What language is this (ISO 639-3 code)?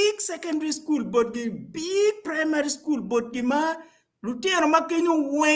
ach